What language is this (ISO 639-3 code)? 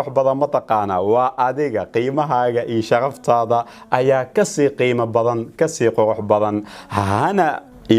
som